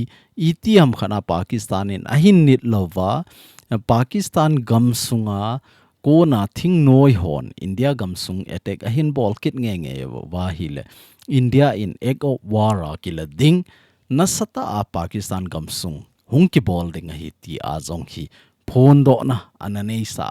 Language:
Thado Chin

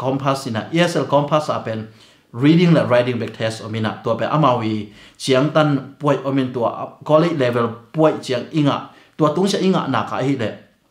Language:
Tedim Chin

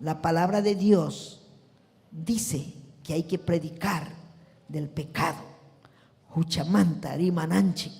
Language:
Ayacucho Quechua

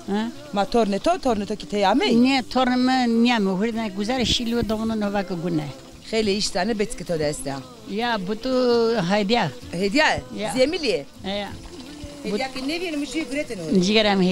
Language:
Zaza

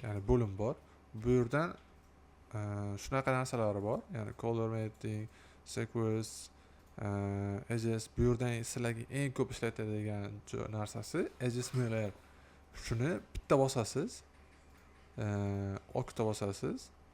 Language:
Uzbek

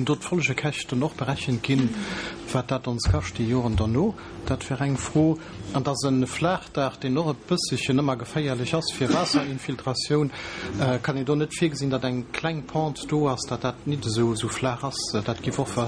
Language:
Luxembourgish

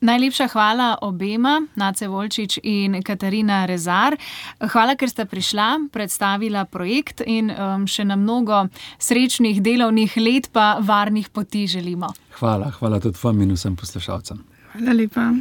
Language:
Slovenian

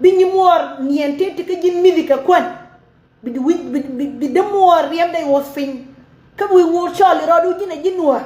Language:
Nuer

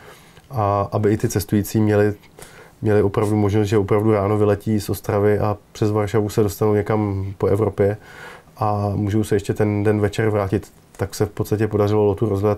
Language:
Czech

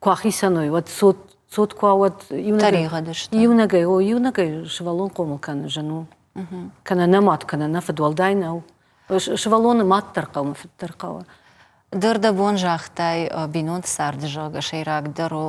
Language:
Ossetic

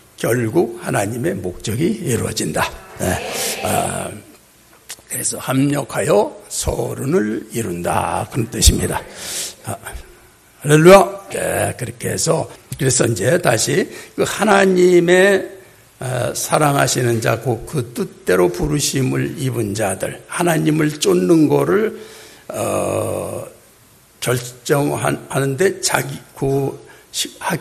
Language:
Korean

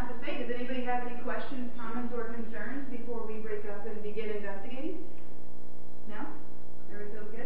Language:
English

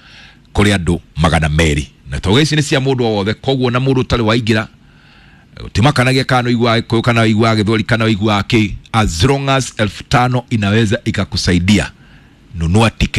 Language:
Kikuyu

